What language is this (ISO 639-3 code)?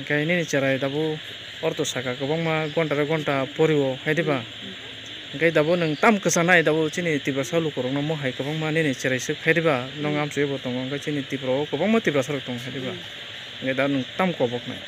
trp